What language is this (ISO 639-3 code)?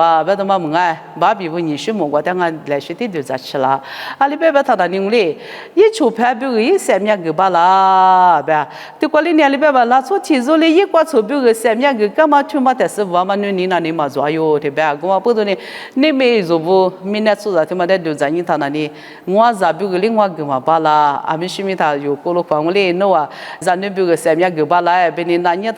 lis